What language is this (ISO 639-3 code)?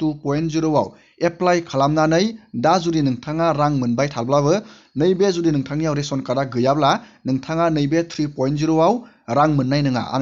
brx